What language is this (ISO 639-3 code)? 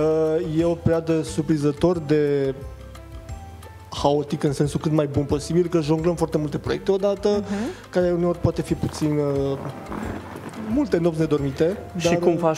ron